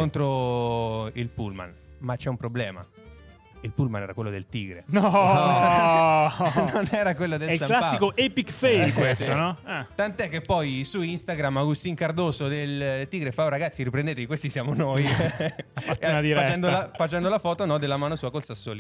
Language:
Italian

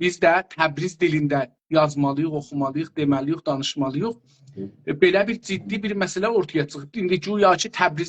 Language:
South Azerbaijani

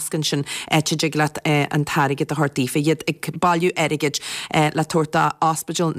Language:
Irish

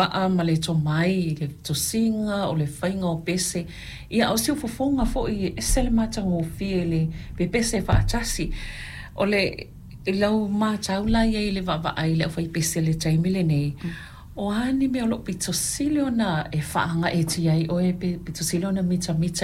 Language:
Samoan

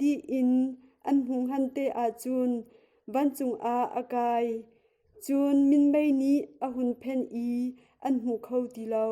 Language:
Hakha Chin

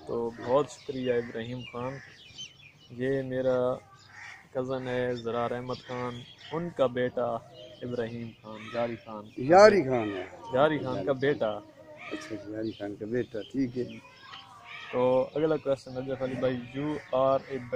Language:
Urdu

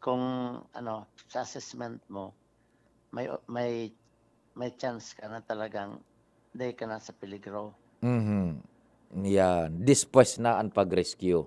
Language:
Bikol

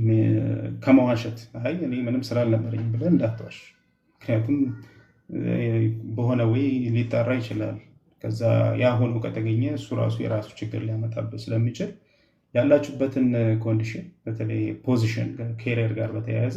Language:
Amharic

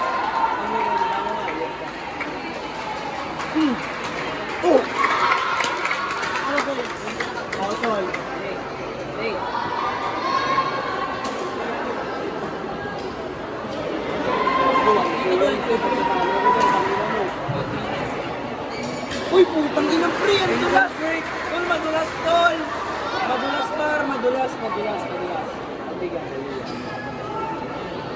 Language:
Filipino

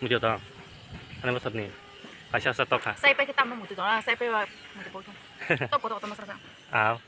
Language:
Kok Borok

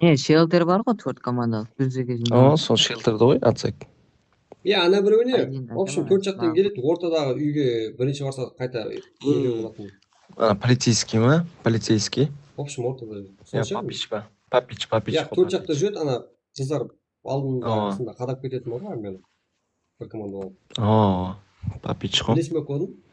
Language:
Kara-Kalpak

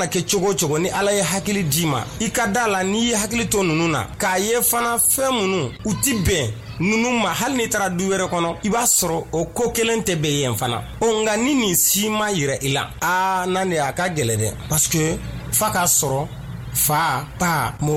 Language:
Dyula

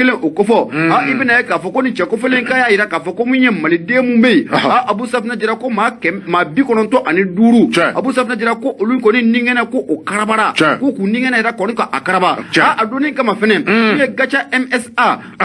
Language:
Bambara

